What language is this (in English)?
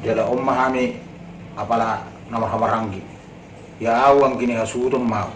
Batak Toba